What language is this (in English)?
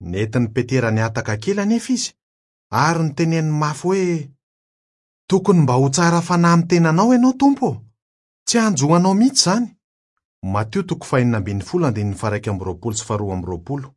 Malagasy